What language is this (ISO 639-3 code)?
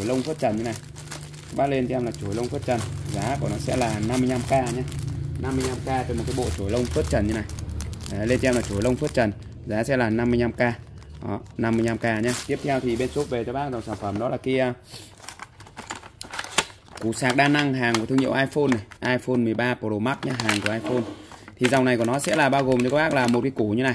vie